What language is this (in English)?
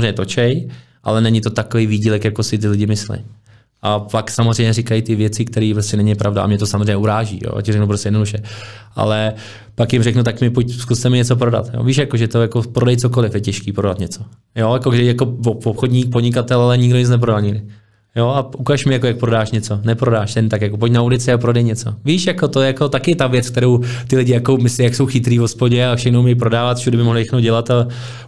Czech